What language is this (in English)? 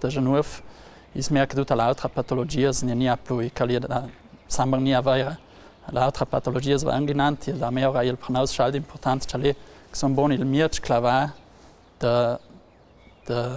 Ladin